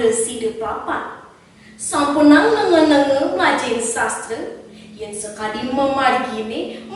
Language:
Balinese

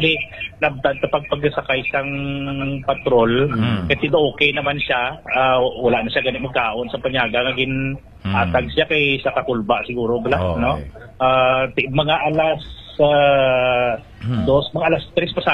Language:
Hiligaynon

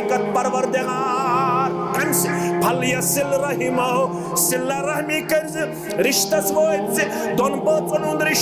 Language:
Kashmiri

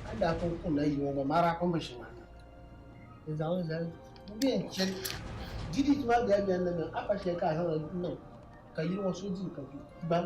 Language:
Dagbani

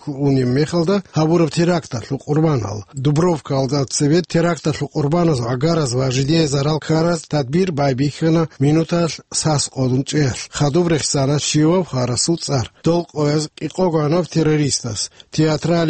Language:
Avaric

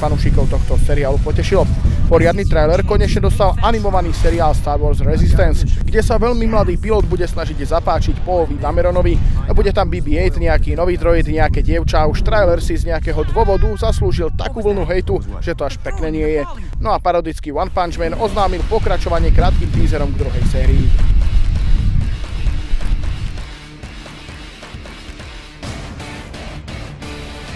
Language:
Slovak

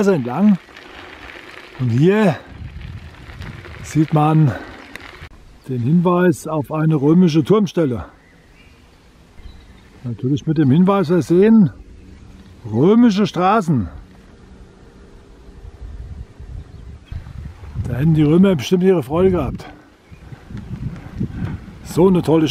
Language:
German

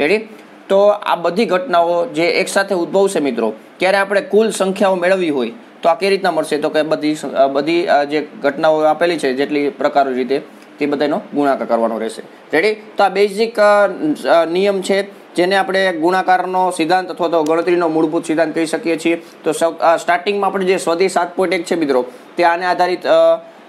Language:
Gujarati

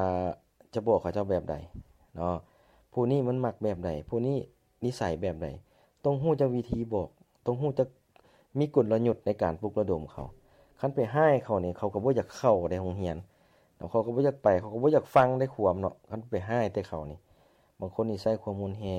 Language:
Lao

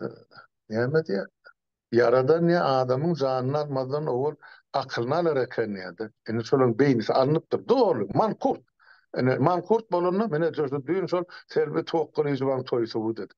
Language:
Turkmen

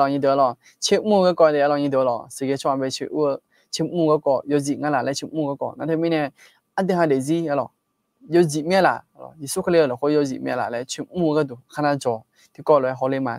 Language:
Akha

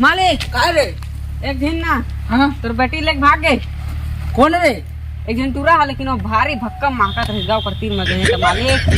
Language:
Chhattisgarhi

